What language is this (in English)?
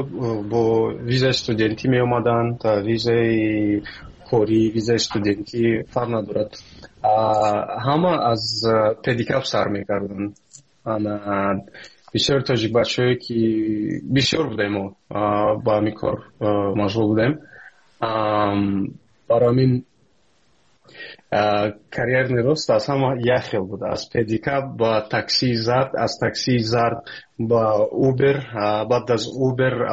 Persian